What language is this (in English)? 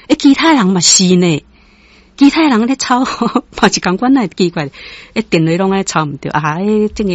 Min Nan Chinese